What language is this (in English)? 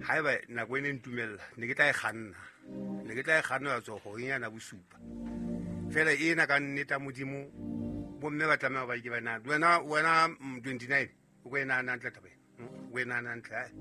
Southern Sotho